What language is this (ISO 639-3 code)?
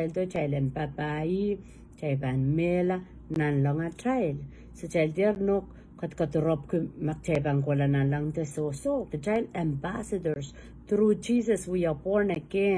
pon